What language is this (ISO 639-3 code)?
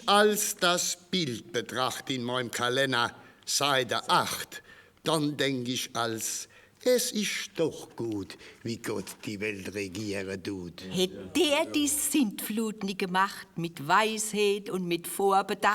pfl